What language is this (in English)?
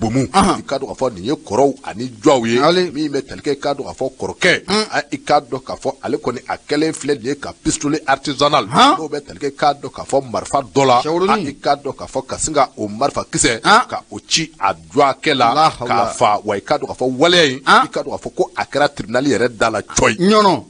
Bambara